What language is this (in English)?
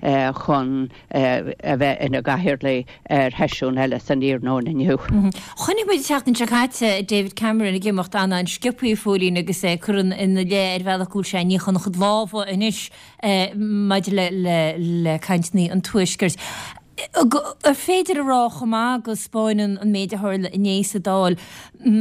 Irish